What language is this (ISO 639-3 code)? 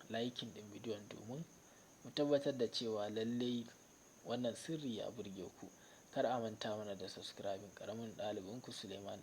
hau